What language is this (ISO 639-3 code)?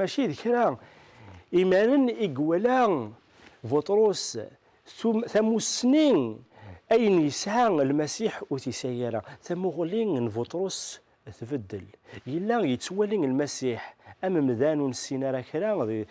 kab